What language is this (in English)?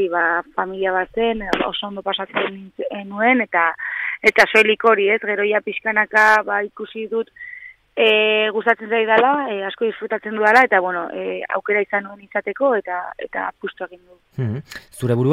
Basque